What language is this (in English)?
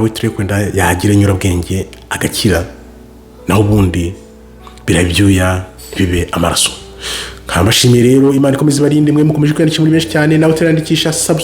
Kinyarwanda